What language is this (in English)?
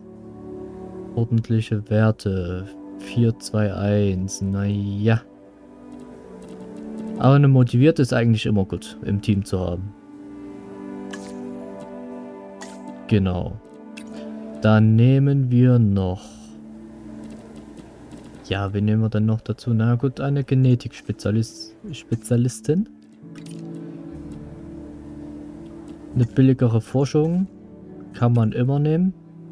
German